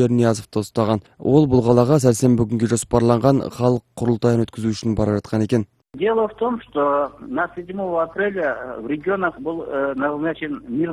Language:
Kyrgyz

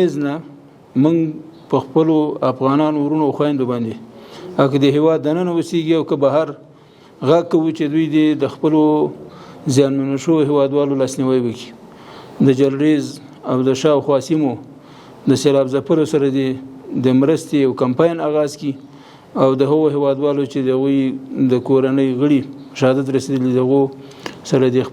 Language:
Pashto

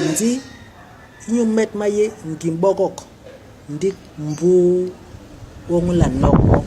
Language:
Basaa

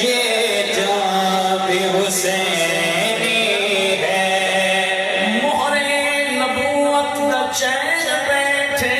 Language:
Saraiki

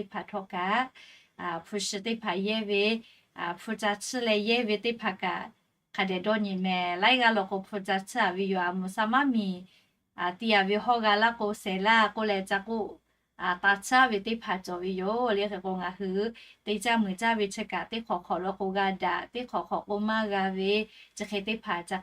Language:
Lahu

